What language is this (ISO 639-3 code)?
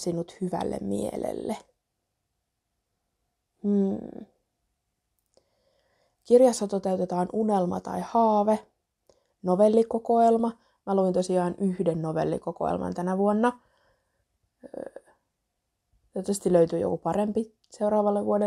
fin